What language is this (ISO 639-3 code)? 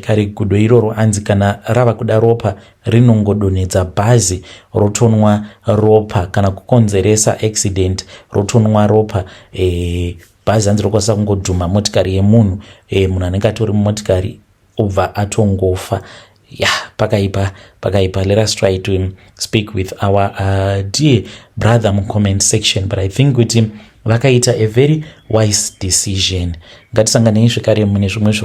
sna